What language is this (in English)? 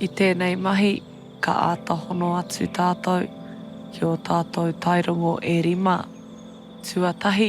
Māori